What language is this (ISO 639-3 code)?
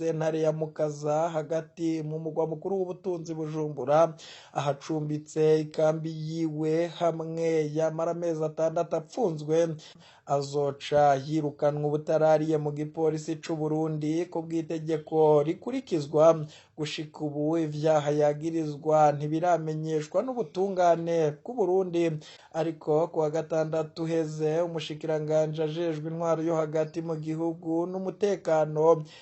run